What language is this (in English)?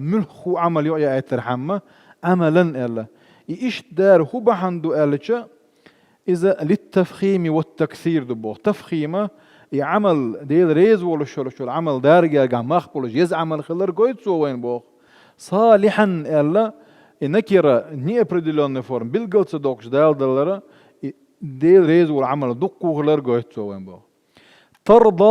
Chechen